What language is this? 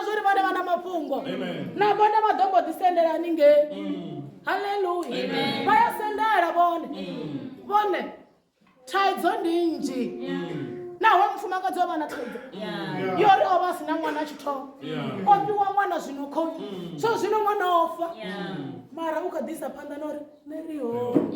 Venda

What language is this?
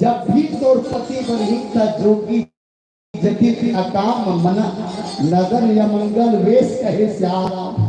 Chhattisgarhi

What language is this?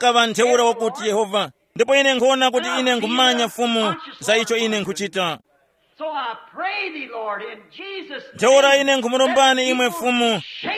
Tumbuka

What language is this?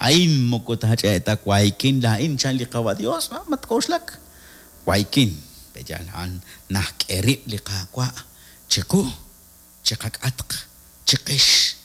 Kekchí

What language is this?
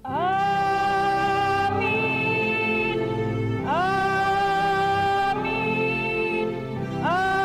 Batak Karo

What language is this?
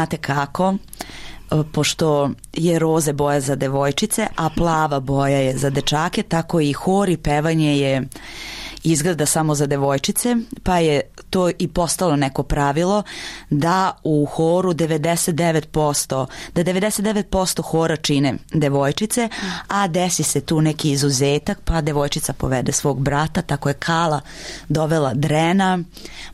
Serbian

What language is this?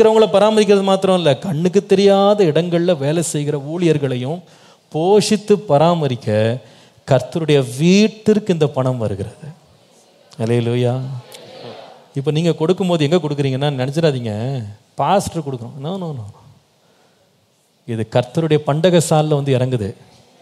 Tamil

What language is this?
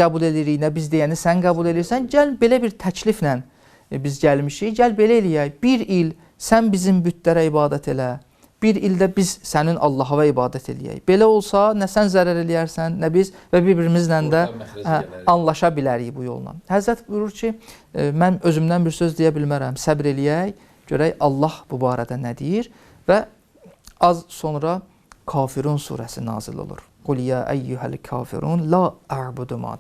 Azerbaijani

